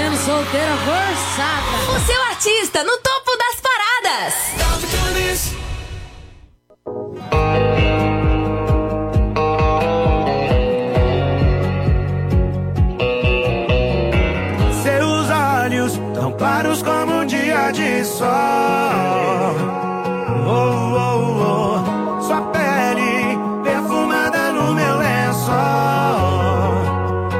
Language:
Portuguese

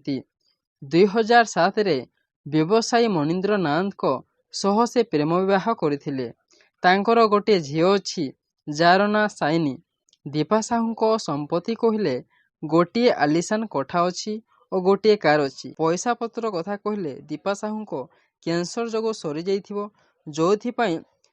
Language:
Odia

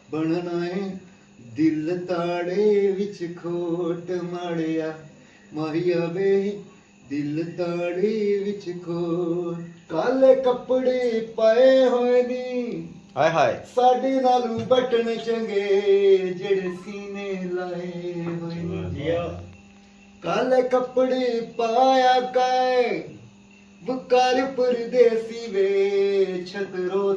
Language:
Pahari-Potwari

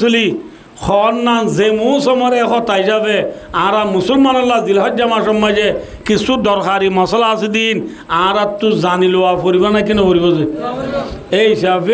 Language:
Rohingya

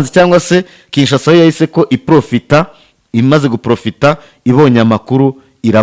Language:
Kinyarwanda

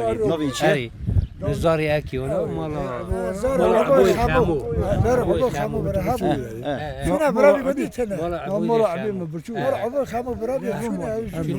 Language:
Kurdish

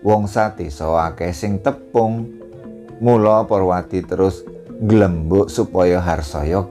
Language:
Javanese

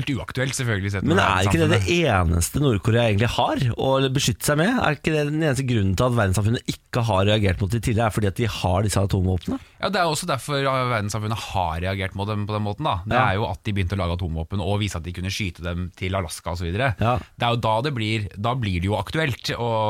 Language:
Norwegian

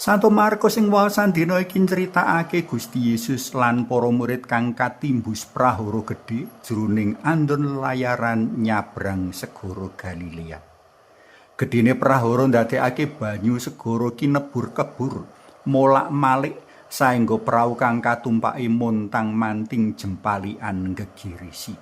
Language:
Javanese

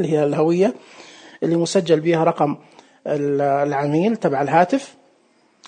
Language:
Najdi Arabic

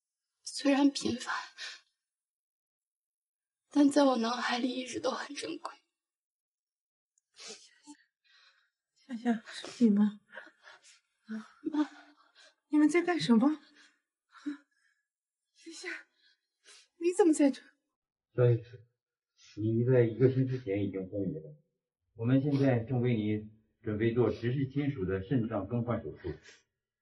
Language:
Chinese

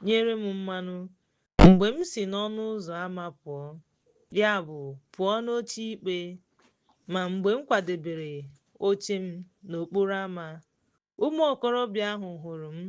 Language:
Igbo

